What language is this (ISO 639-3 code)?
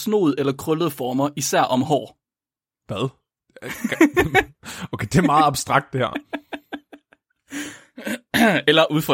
dan